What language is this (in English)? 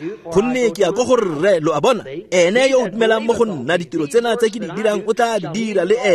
Tswana